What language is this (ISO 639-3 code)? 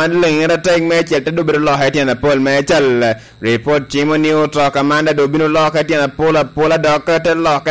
laj